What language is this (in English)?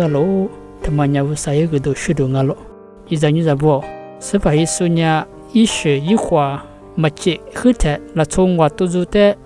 Lisu